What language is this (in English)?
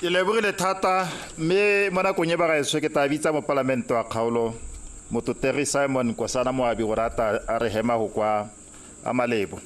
Tswana